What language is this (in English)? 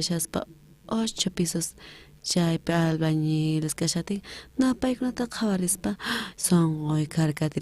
South Bolivian Quechua